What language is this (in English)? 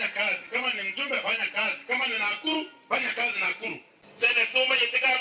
Gusii